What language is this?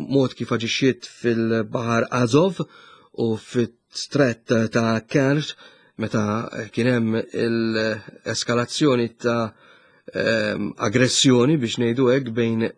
Maltese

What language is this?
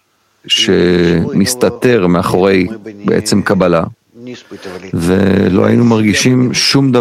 Hebrew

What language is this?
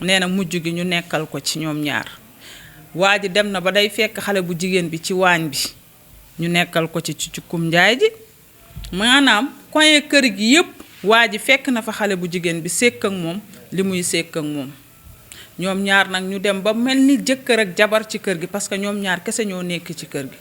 Wolof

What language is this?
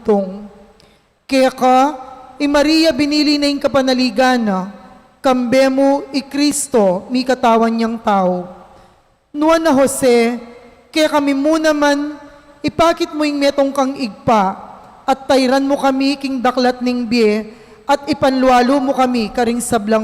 Pampanga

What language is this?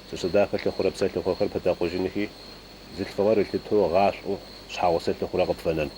Adyghe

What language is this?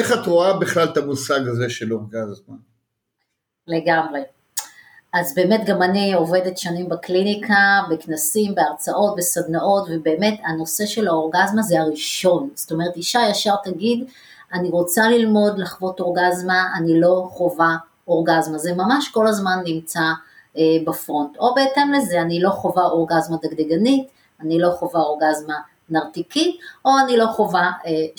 Hebrew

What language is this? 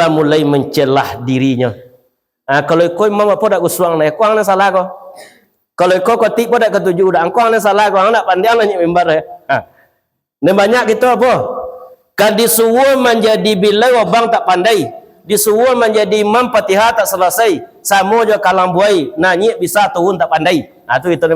Minangkabau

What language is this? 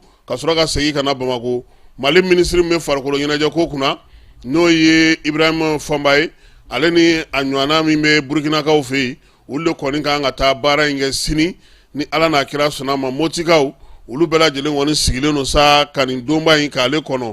Bambara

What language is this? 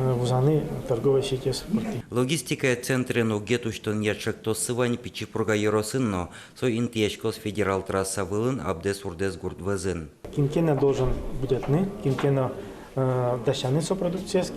Udmurt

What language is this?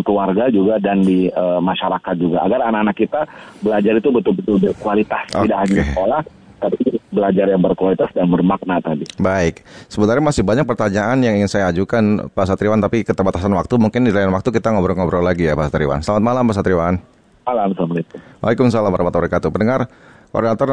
Indonesian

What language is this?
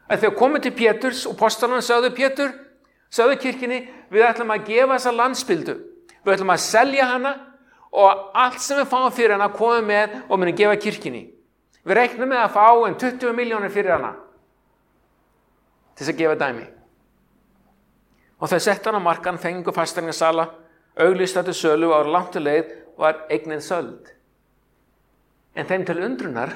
Icelandic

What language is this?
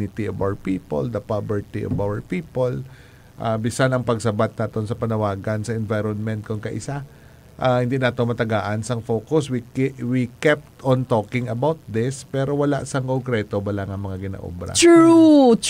Hiligaynon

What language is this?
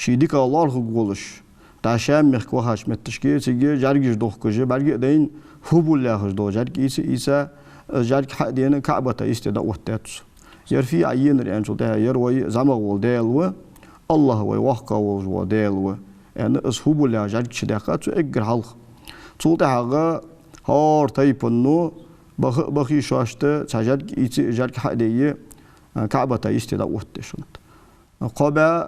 Ingush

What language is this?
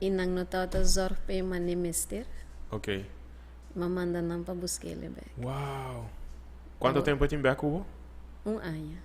Papiamento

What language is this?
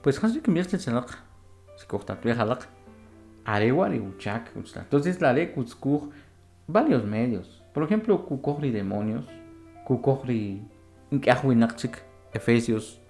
Kʼicheʼ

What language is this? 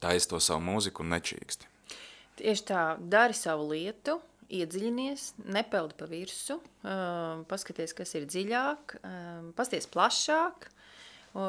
Latvian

